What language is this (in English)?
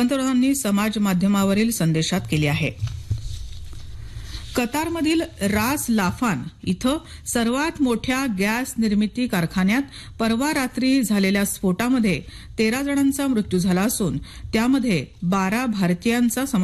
Marathi